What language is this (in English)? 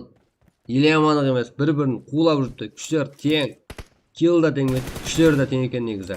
Kara-Kalpak